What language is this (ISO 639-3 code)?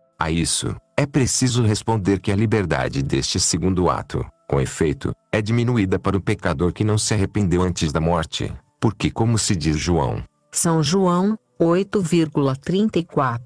por